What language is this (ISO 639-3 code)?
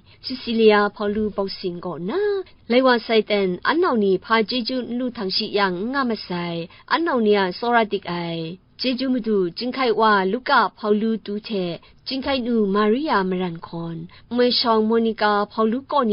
kac